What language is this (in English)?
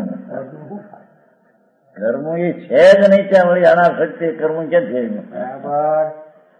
Gujarati